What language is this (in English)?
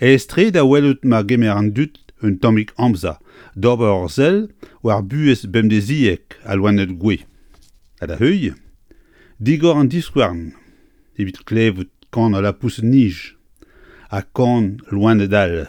Breton